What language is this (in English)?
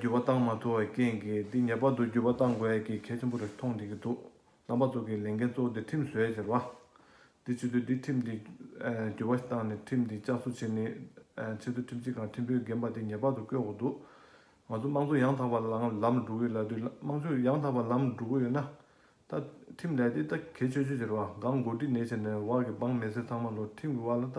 Tibetan